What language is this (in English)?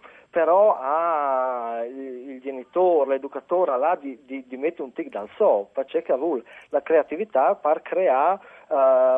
Friulian